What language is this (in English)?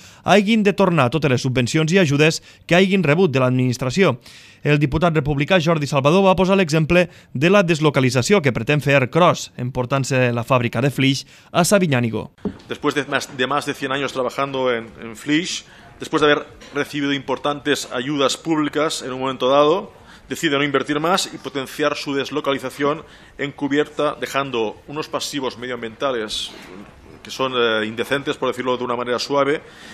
Catalan